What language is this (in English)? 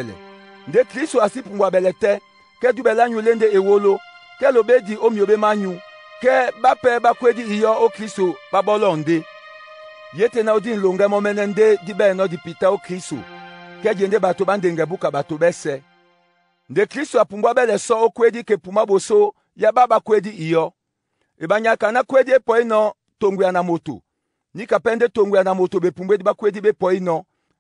Duala